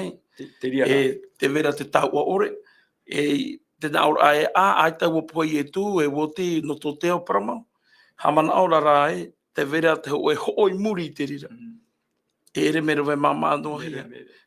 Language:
Tahitian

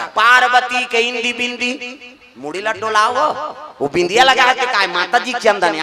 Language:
Chhattisgarhi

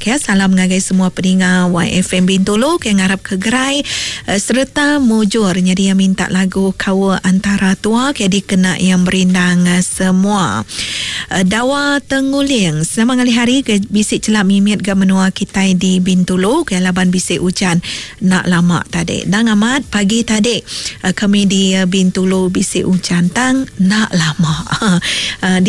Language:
Iban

